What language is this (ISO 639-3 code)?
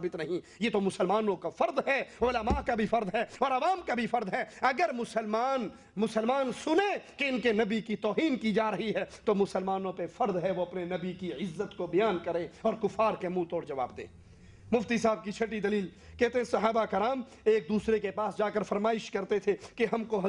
urd